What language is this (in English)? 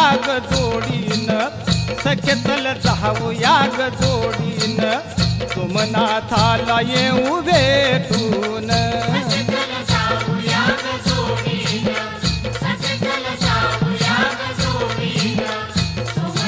Marathi